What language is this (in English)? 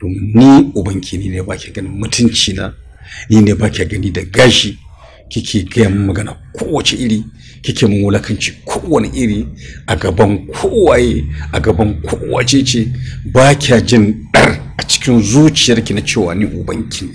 Hausa